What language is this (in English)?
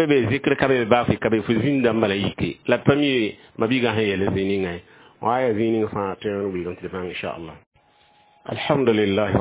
Mossi